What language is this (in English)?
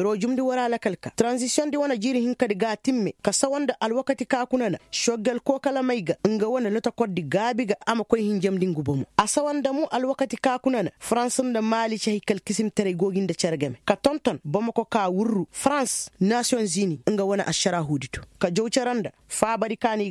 Koyraboro Senni